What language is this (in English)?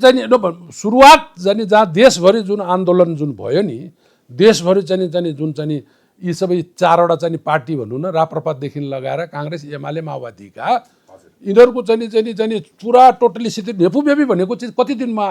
Nepali